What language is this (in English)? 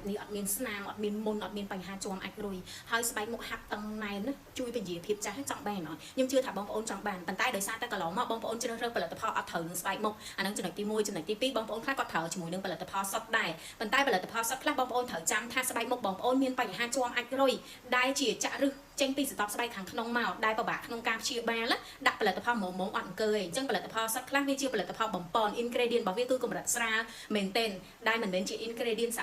Khmer